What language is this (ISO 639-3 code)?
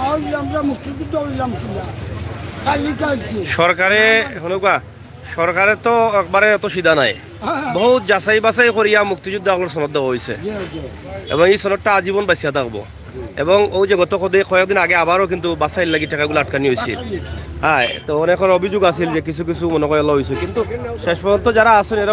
syl